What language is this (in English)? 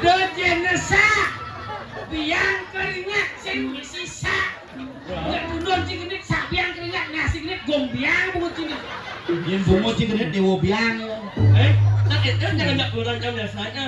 Balinese